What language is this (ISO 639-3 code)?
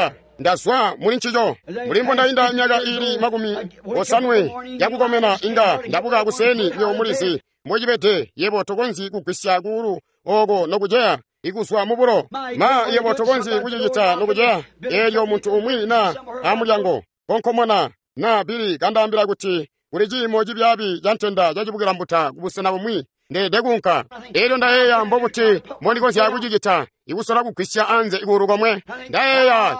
toi